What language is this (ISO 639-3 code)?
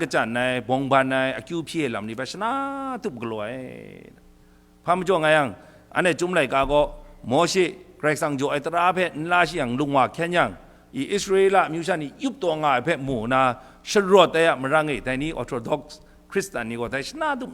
kac